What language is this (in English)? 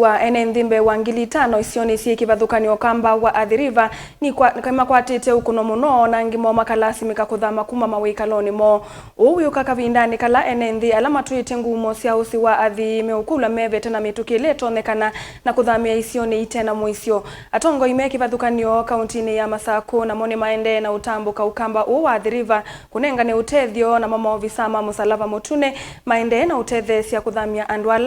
Kamba